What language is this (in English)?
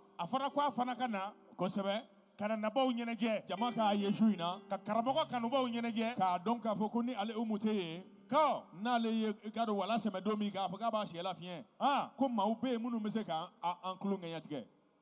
Bambara